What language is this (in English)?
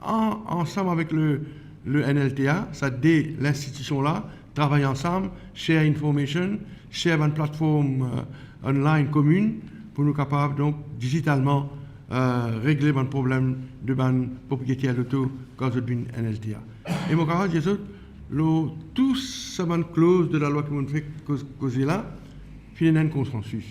Morisyen